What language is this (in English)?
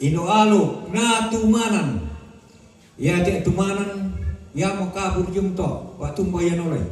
Toraja-Sa'dan